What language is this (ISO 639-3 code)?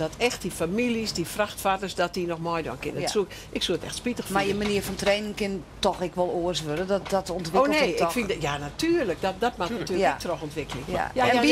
fry